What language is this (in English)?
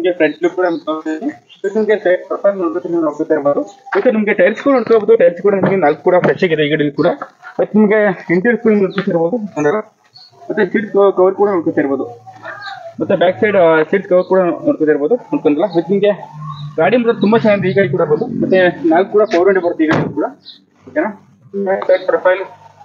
Kannada